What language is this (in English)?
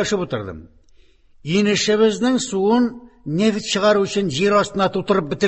Tatar